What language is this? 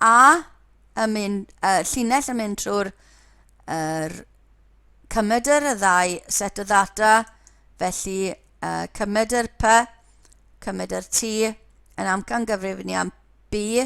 Welsh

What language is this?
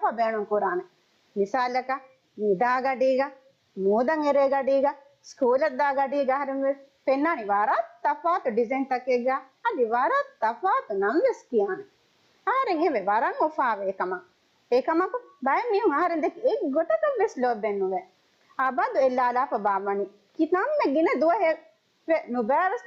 Divehi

